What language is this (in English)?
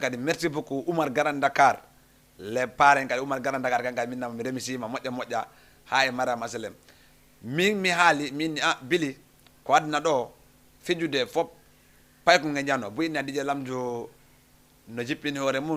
Fula